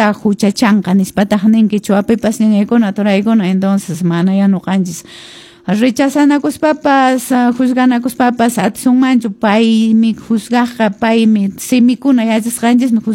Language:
Quechua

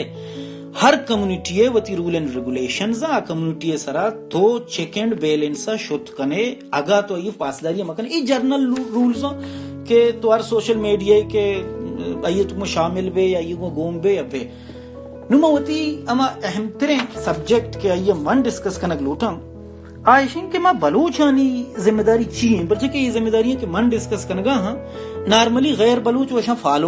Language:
Baluchi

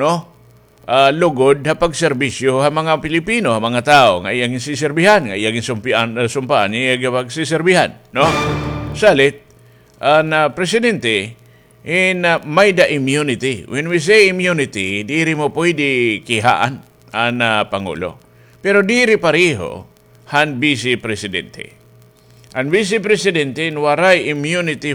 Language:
Waray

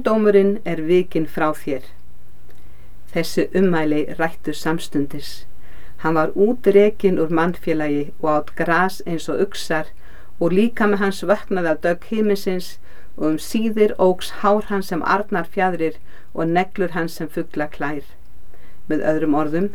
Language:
Icelandic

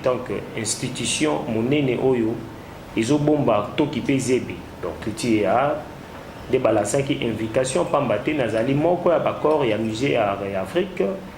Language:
Lingala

